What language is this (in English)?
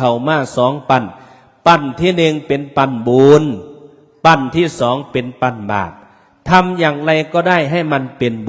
Northeastern Thai